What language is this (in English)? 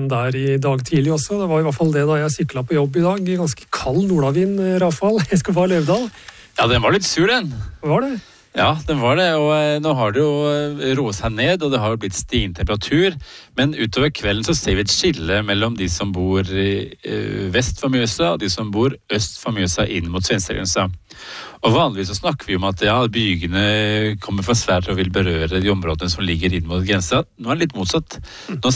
Norwegian